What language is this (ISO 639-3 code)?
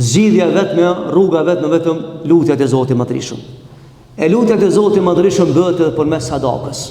sqi